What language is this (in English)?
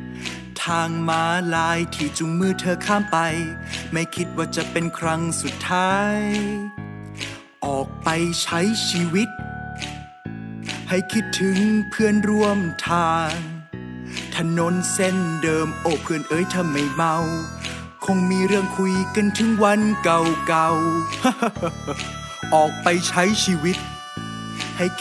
Thai